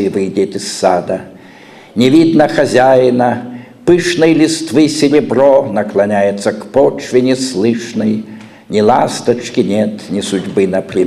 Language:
Russian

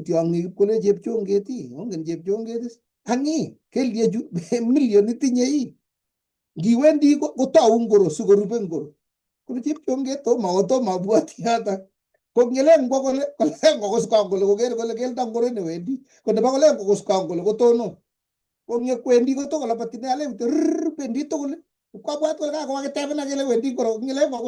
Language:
Kalenjin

